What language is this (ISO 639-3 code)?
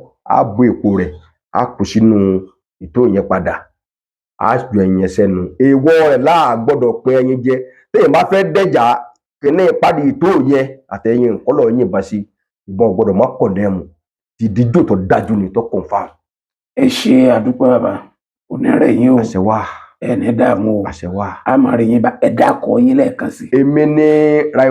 yor